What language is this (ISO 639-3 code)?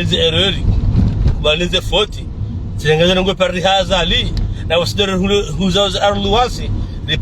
zdj